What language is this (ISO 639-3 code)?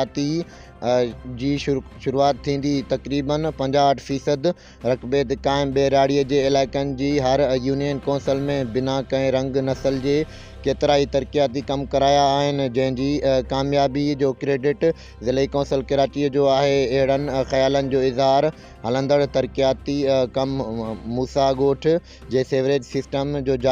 snd